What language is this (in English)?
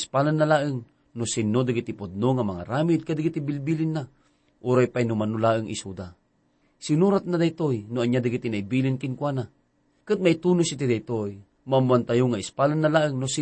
Iloko